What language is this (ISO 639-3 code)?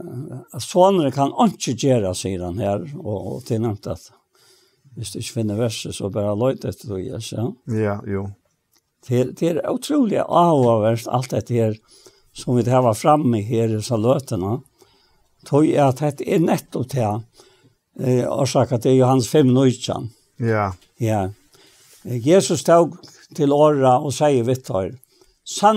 fao